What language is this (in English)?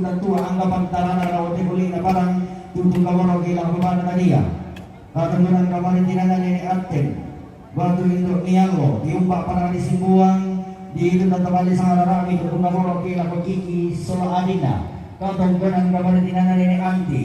Toraja-Sa'dan